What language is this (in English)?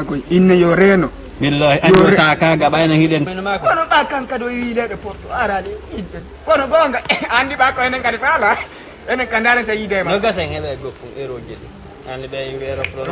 Fula